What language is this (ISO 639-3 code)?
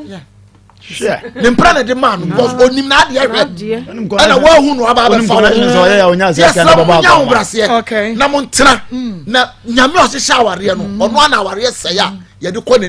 aka